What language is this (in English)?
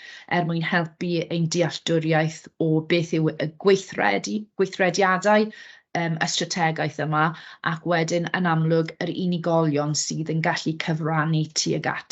Welsh